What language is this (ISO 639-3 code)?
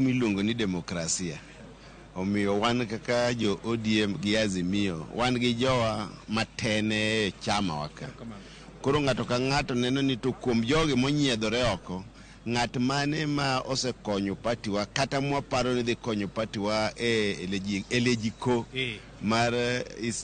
luo